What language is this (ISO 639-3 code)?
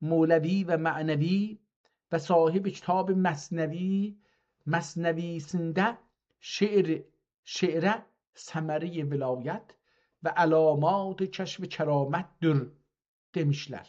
azb